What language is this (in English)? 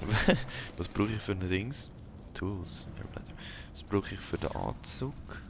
Swiss German